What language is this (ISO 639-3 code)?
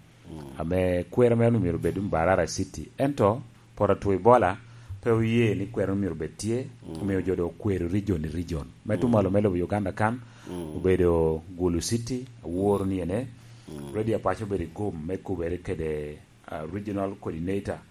laj